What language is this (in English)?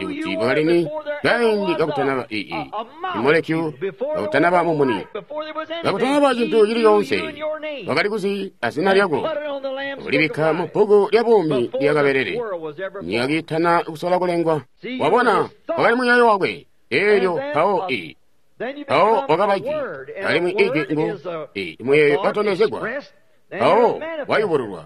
Tonga (Zambia)